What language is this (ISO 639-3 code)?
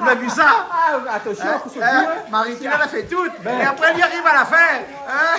rcf